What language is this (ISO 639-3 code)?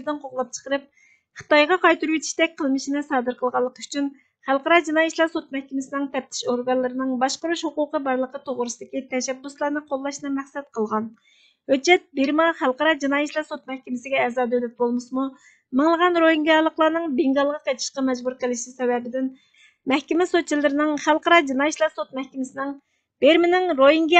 uig